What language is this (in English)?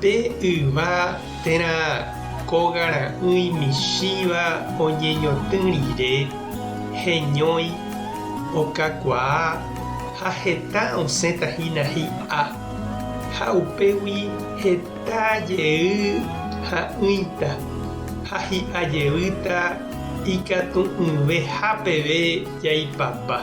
Guarani